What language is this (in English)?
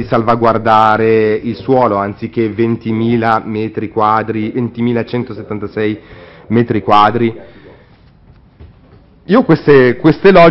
Italian